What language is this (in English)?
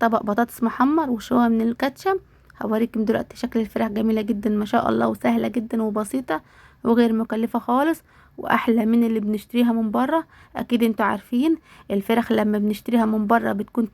Egyptian Arabic